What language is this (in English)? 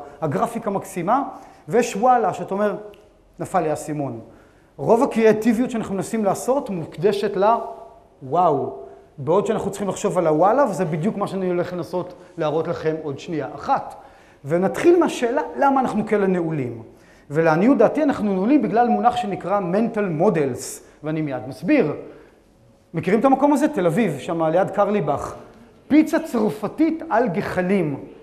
Hebrew